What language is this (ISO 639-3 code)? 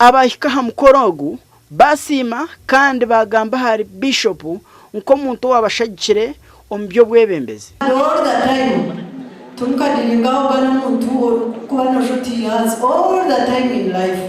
nyn